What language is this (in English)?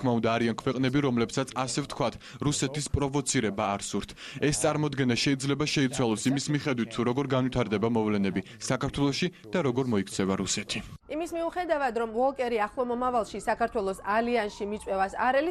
Georgian